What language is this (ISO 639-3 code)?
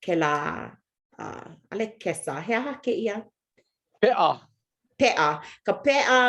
haw